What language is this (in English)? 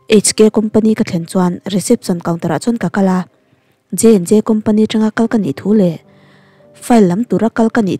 Mizo